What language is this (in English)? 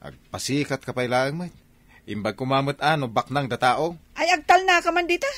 Iloko